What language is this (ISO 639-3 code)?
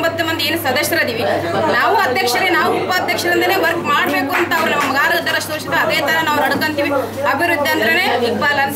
kan